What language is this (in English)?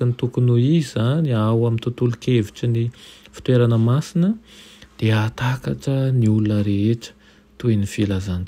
Malagasy